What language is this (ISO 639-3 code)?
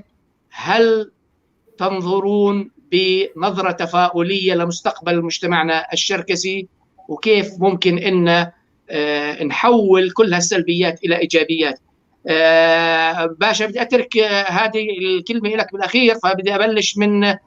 apc